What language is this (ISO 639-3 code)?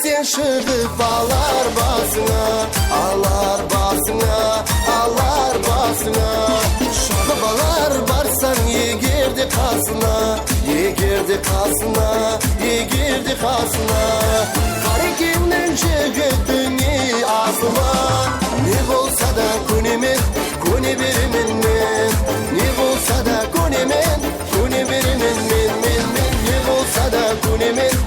kaa